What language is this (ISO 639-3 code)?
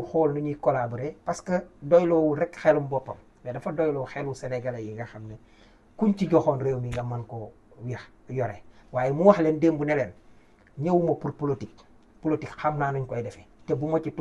wol